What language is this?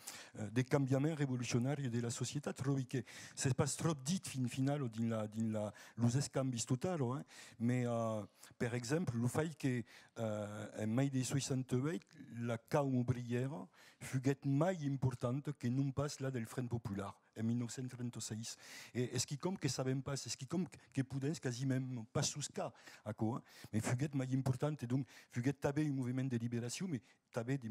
Occitan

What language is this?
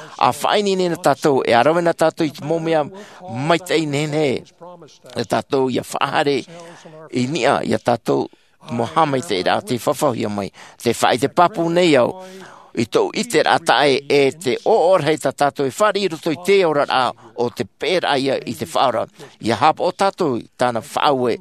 Tahitian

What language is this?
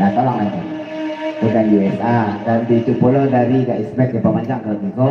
Minangkabau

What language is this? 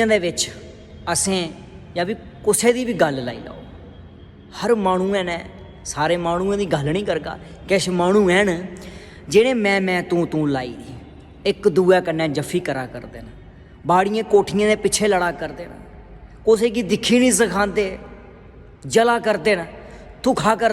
Dogri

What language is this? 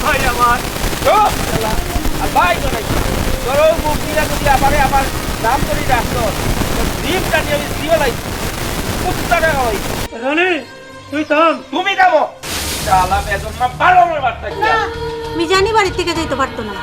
Sylheti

